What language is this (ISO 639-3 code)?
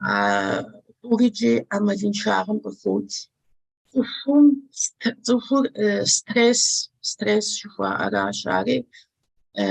kbd